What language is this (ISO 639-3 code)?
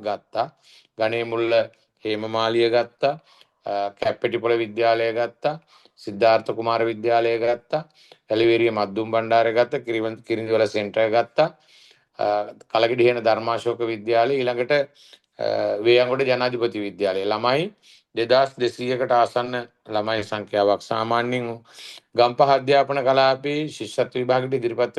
sin